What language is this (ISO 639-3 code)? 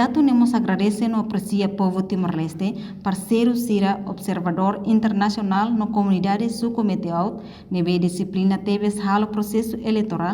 tet